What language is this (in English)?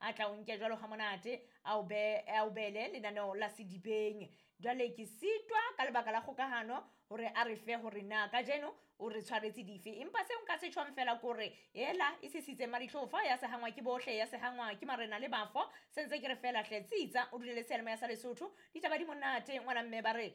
Southern Sotho